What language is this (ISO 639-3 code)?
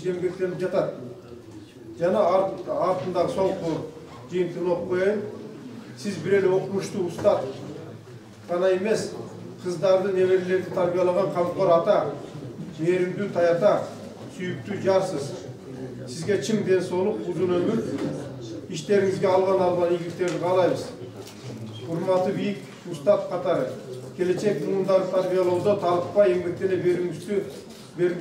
kir